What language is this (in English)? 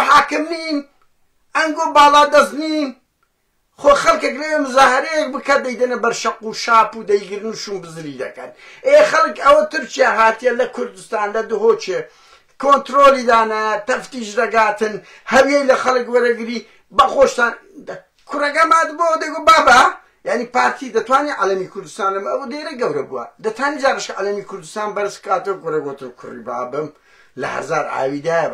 Central Kurdish